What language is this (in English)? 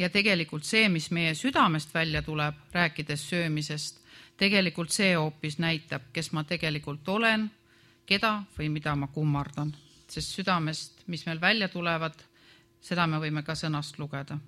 Estonian